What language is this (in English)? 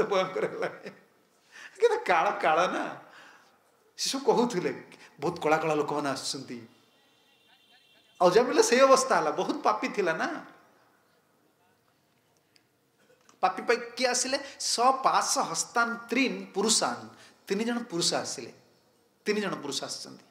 Odia